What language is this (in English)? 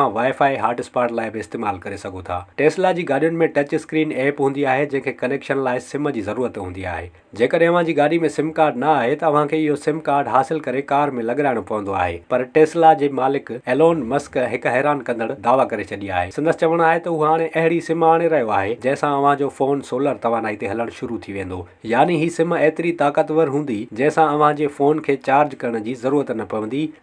Sindhi